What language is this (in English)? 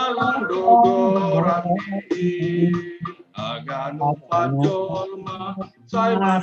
Batak Simalungun